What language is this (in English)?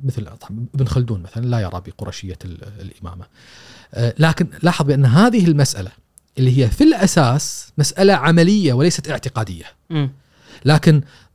Gulf Arabic